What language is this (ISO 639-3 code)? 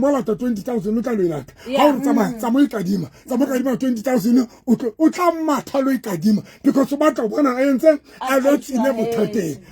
sot